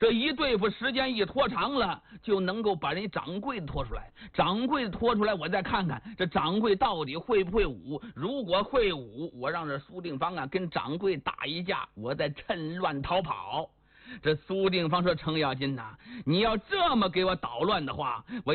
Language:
Chinese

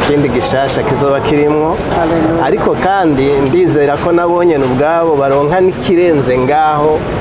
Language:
Rundi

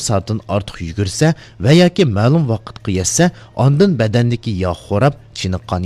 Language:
Uyghur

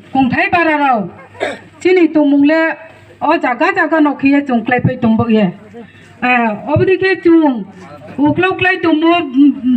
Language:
Kok Borok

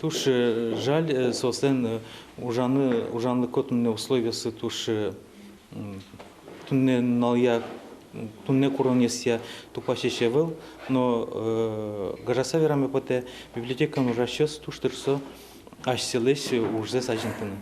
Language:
Udmurt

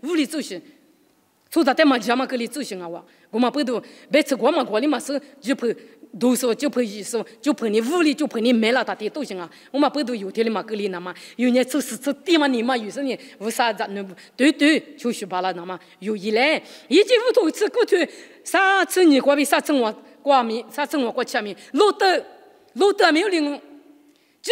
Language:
Lisu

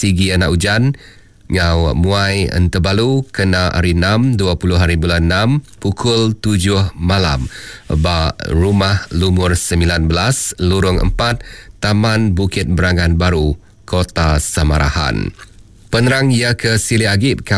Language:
Iban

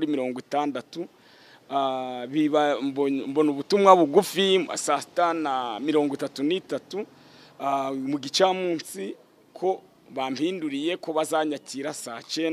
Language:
Kinyarwanda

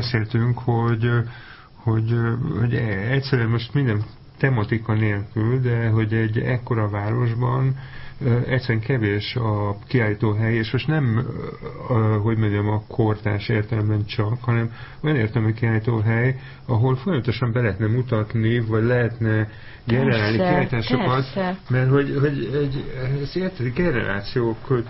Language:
Hungarian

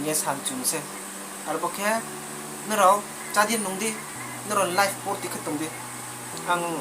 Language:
Riang (India)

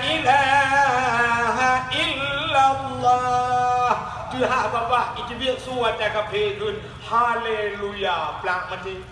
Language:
Achinese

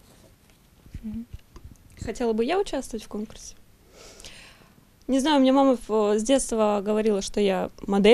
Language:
Russian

